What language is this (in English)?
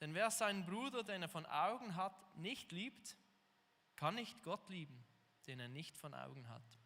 Swiss German